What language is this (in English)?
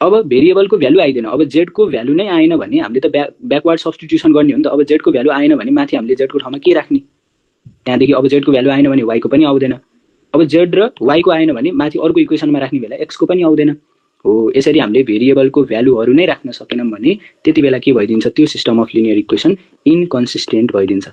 Nepali